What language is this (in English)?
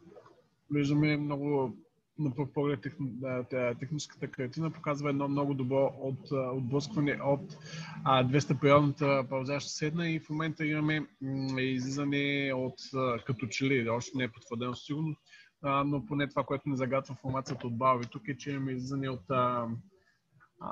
Bulgarian